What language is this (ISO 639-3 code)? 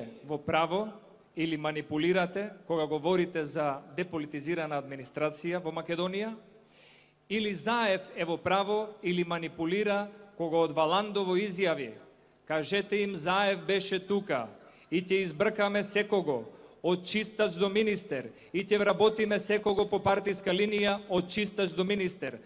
mkd